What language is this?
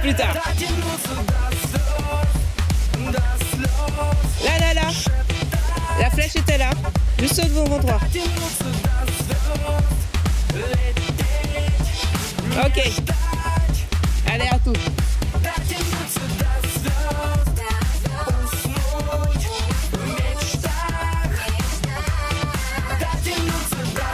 French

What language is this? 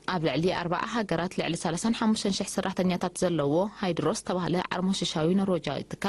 Tigrinya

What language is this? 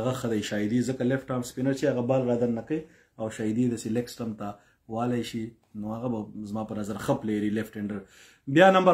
Pashto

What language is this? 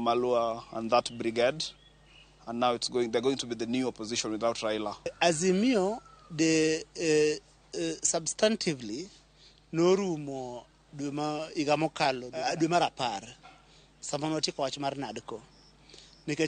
Luo (Kenya and Tanzania)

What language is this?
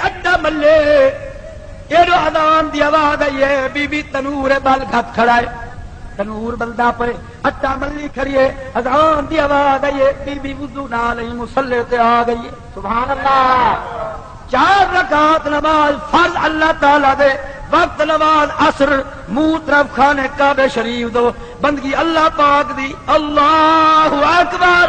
Saraiki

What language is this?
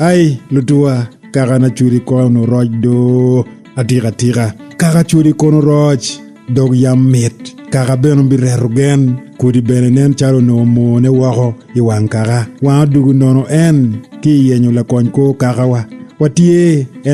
Acoli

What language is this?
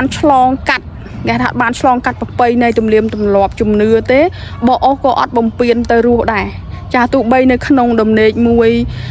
Khmer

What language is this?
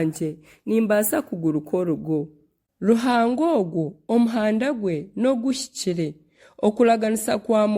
Nyankole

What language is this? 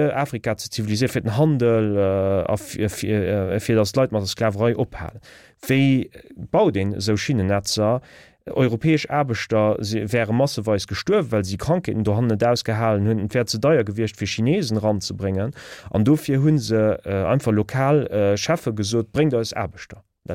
Luxembourgish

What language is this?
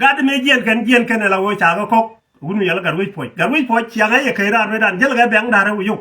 Nuer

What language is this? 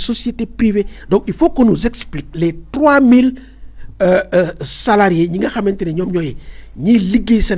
Wolof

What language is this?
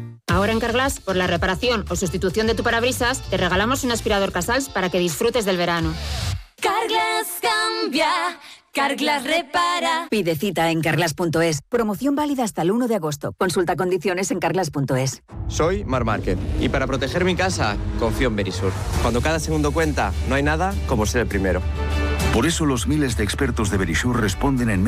Spanish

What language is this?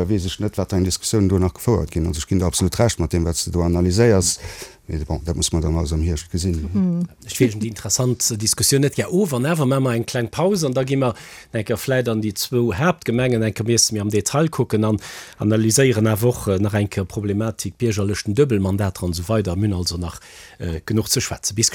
Luxembourgish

